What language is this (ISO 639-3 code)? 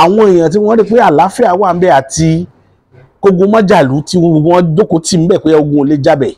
yor